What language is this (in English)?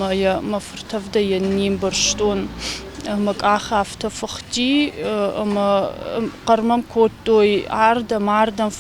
Ossetic